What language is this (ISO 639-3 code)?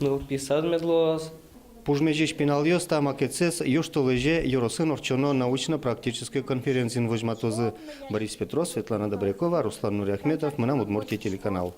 udm